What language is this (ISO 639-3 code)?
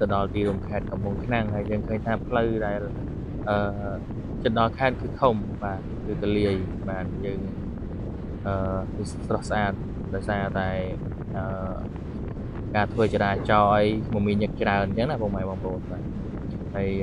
khm